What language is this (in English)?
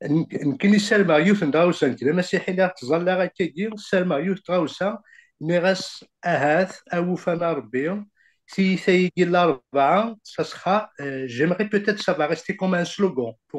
Kabyle